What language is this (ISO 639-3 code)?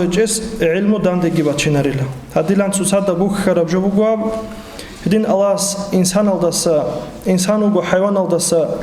ava